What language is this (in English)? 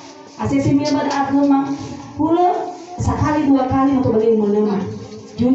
Nias